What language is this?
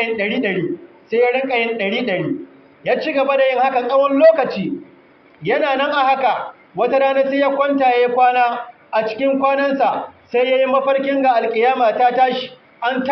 Hausa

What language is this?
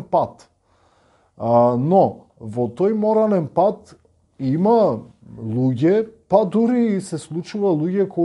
Macedonian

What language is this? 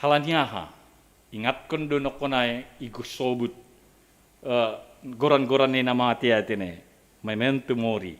Batak Simalungun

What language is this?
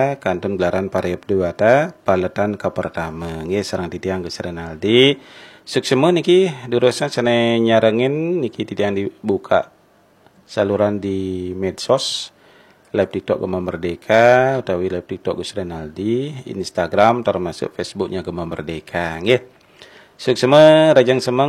Balinese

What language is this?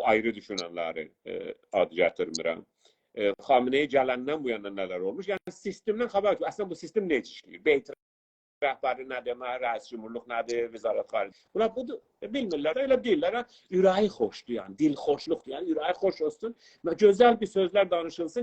South Azerbaijani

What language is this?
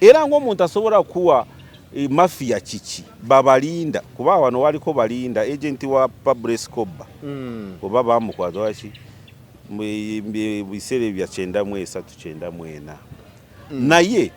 Ganda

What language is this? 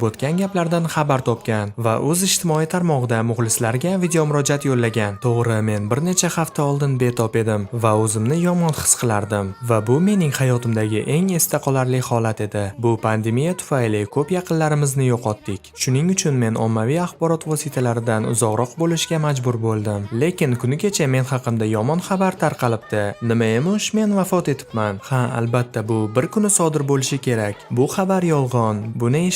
Uzbek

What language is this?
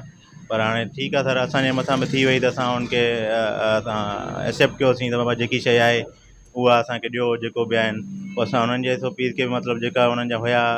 Sindhi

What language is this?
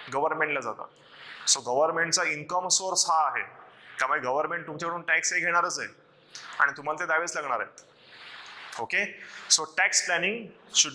Marathi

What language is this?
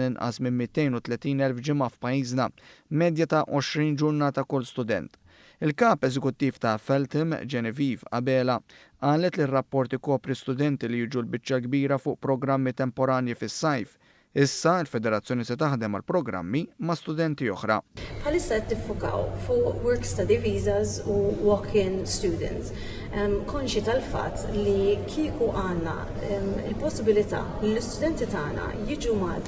Maltese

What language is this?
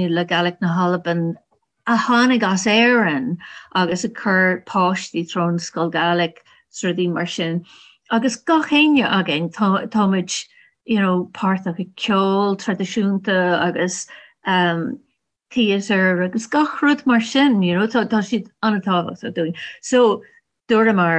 Irish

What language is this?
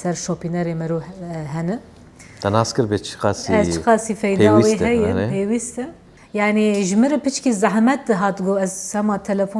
Kurdish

